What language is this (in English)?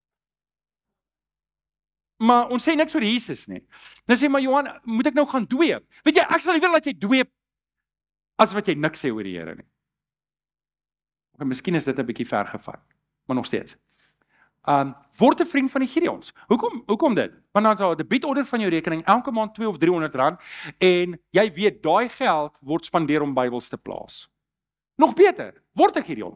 Afrikaans